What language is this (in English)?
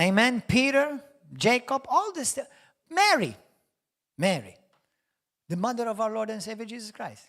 English